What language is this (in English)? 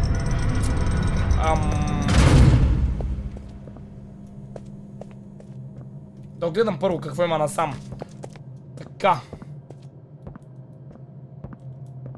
Bulgarian